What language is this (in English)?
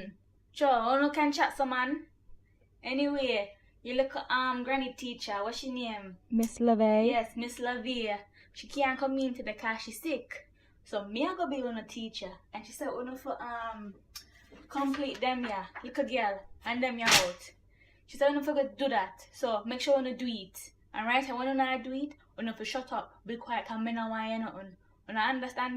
Jamaican Creole English